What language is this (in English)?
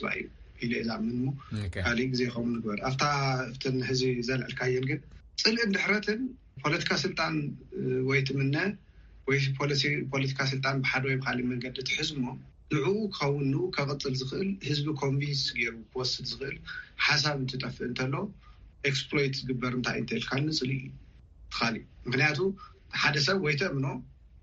Tigrinya